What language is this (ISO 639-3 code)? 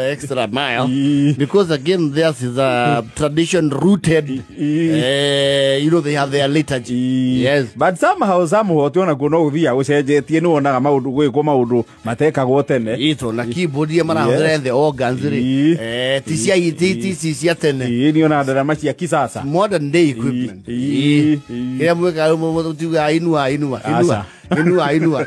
kik